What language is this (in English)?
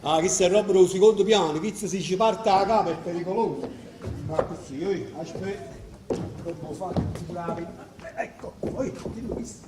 Neapolitan